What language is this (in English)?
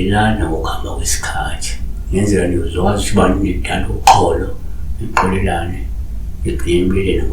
Zulu